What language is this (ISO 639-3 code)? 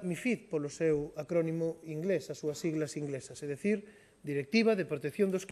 glg